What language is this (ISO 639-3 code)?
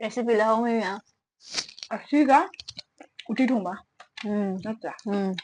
mni